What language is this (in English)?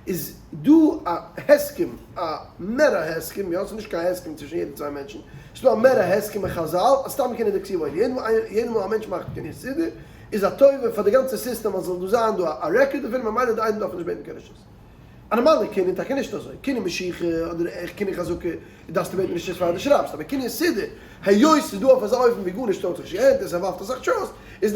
Yiddish